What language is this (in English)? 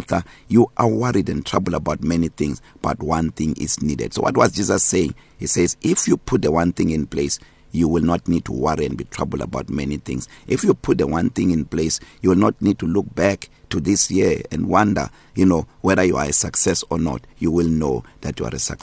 English